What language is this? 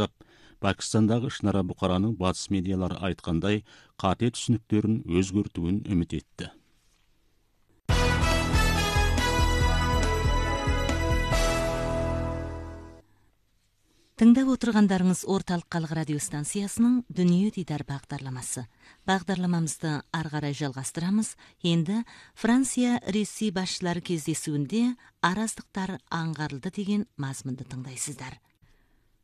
Kazakh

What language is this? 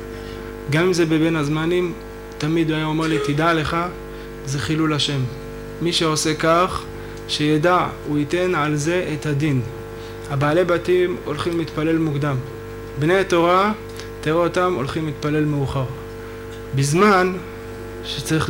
Hebrew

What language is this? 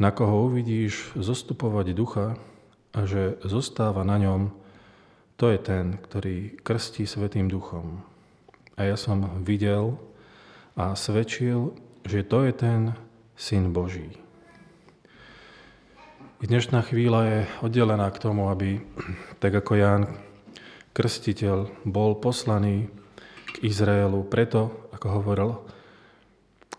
Slovak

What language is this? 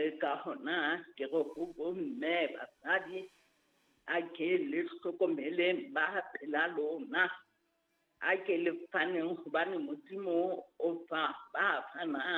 Southern Sotho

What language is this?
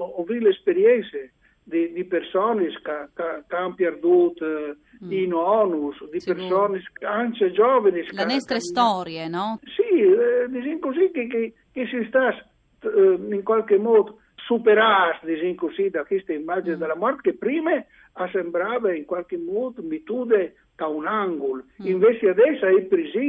Friulian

